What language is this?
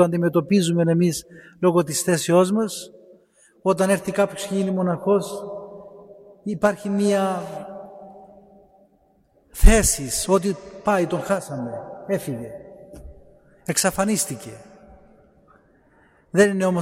Greek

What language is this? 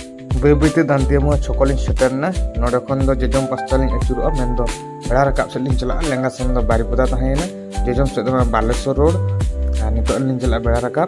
Santali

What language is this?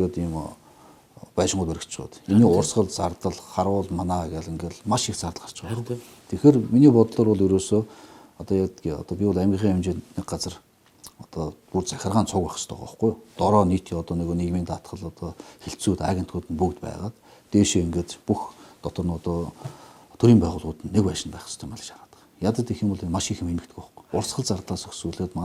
Mongolian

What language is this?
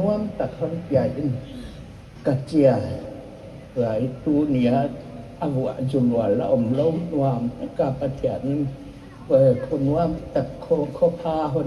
Paite Chin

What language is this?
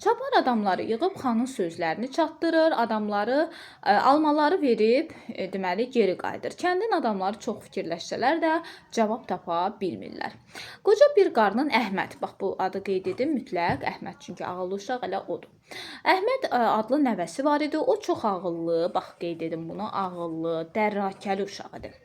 Azerbaijani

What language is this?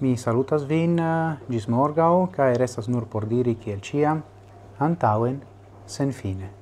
Esperanto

